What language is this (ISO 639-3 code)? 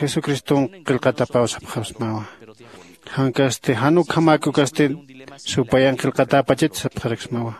aym